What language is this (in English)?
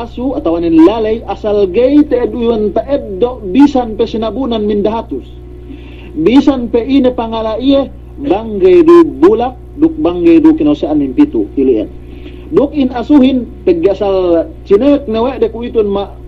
Yakan